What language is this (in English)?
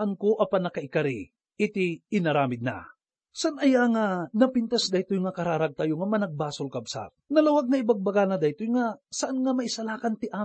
Iloko